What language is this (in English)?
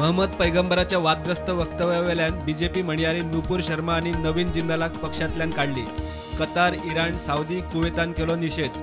Konkani